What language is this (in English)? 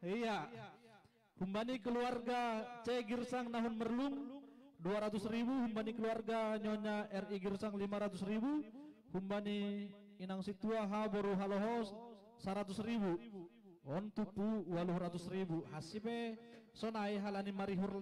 Batak Simalungun